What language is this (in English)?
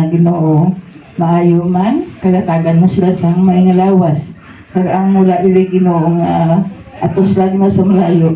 Hiligaynon